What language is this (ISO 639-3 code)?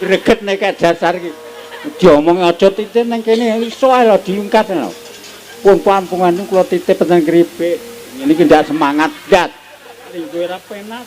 jav